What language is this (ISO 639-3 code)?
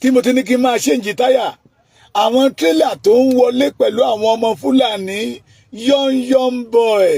yor